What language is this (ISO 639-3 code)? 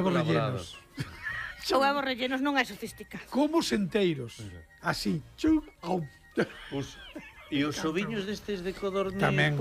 glg